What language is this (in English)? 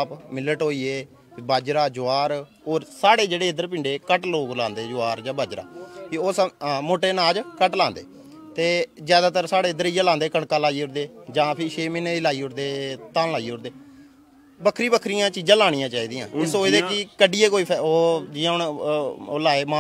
Dogri